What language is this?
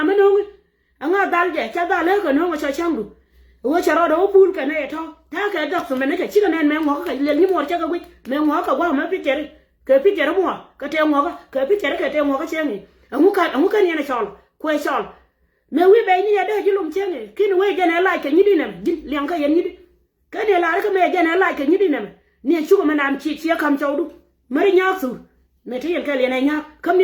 Nuer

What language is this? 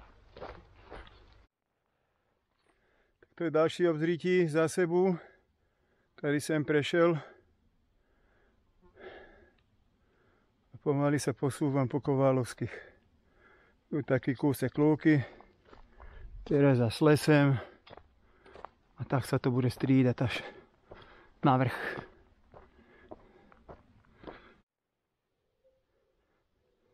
Slovak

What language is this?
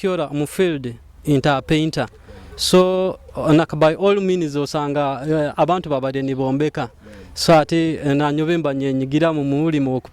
Nyoro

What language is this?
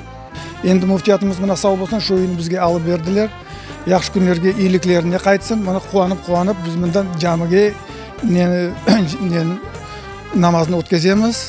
Crimean Tatar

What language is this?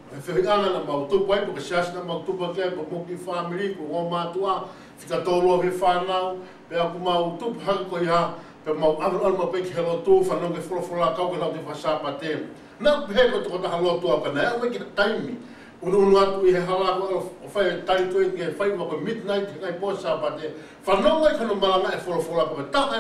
Tongan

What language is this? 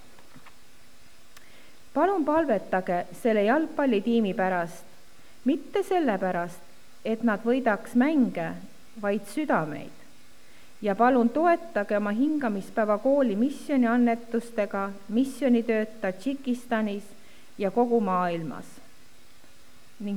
Estonian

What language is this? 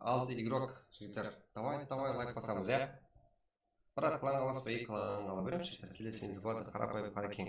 Kara-Kalpak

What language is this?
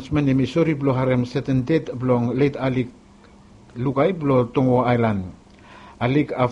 Bislama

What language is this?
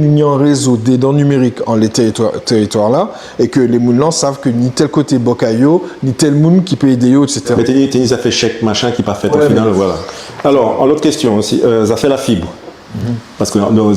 Guadeloupean Creole French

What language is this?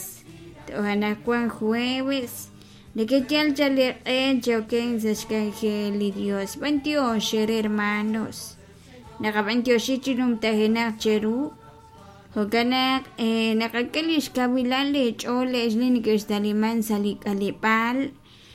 Kekchí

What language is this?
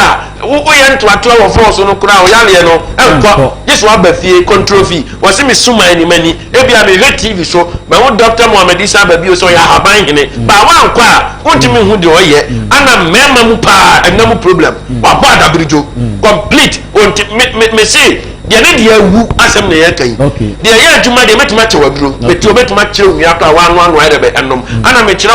Akan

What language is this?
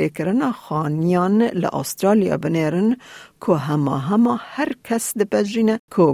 Kurdish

